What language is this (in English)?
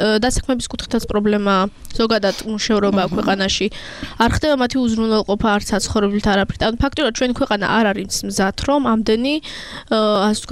Georgian